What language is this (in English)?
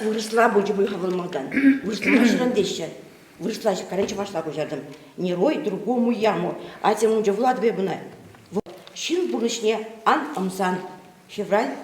Chuvash